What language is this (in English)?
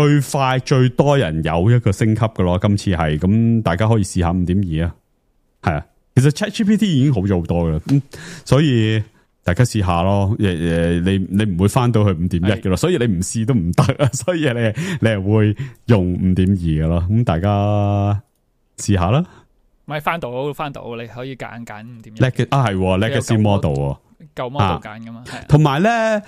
Cantonese